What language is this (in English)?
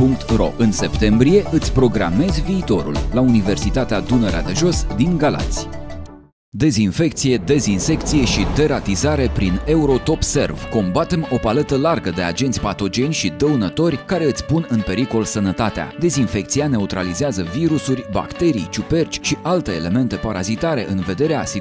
Romanian